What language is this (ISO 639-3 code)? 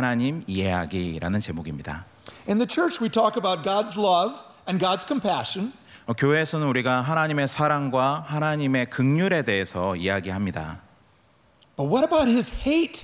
kor